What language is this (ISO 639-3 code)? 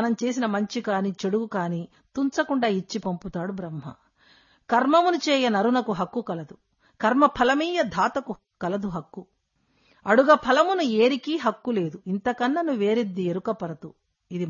tel